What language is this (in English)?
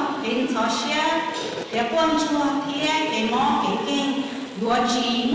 Hmong